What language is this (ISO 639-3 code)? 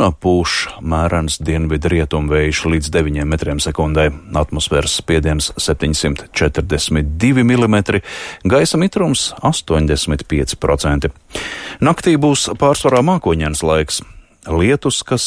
lav